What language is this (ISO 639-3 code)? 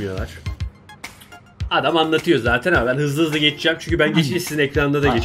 tur